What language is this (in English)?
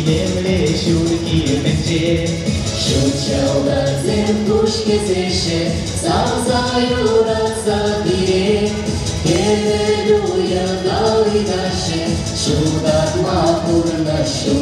Chuvash